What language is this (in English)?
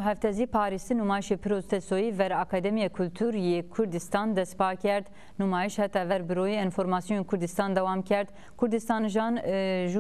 Zaza